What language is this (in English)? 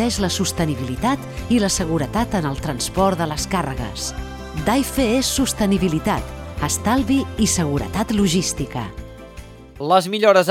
Catalan